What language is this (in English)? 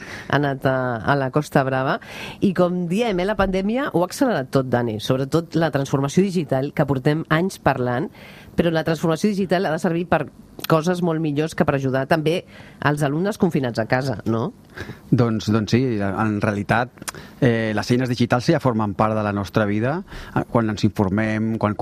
Catalan